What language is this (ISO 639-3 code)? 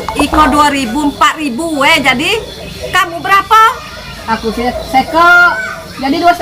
mui